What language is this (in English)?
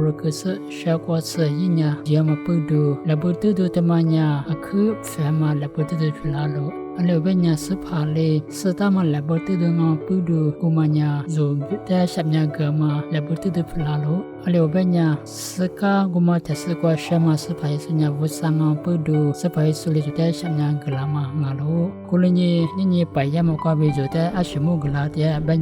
Lisu